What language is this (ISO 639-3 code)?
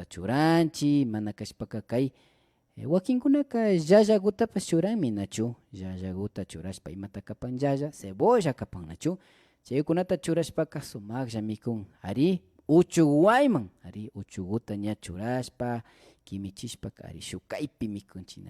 qvi